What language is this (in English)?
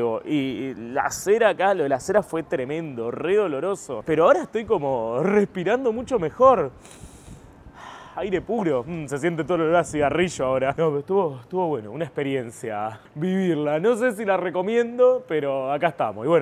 Spanish